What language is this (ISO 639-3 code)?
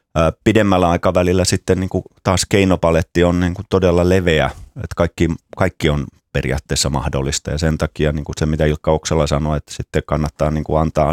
fin